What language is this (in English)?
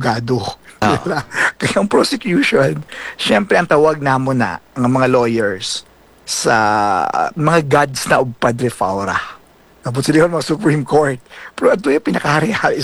Hiligaynon